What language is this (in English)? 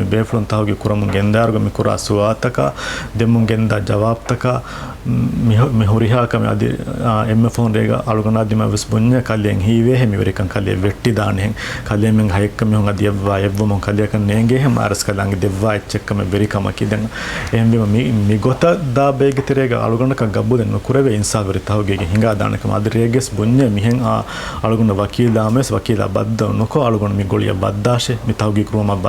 Divehi